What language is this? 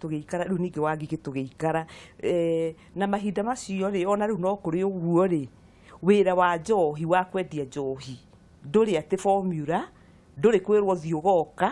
Kikuyu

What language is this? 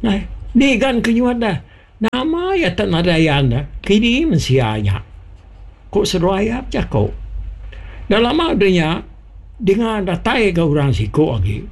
Iban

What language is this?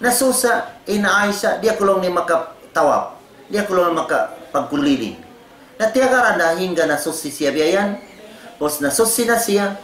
Tausug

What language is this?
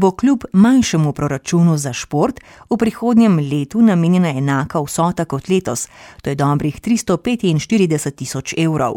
Slovenian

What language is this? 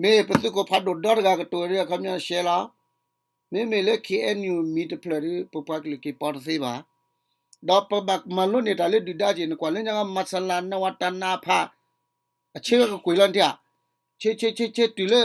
S'gaw Karen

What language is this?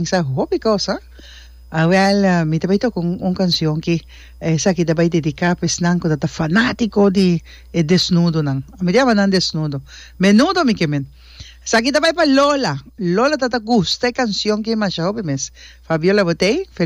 Papiamento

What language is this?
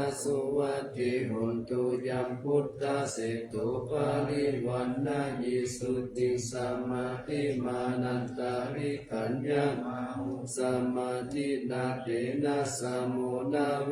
Pali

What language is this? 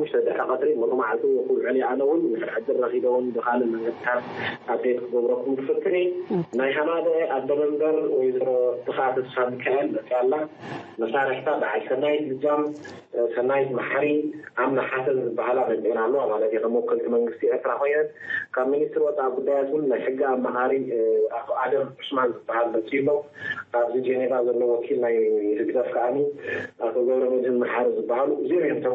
Tigrinya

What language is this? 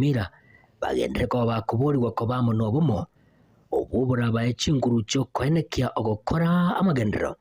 Gusii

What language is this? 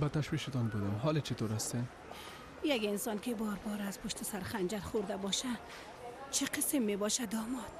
Persian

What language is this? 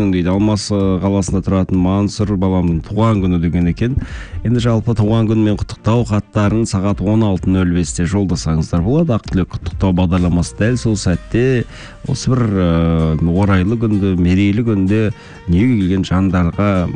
Kazakh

